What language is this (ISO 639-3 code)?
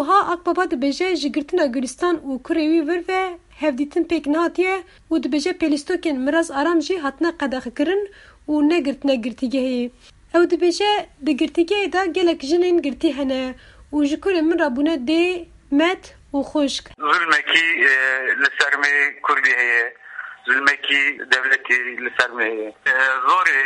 kur